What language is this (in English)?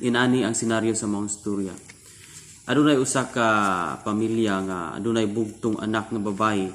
Cebuano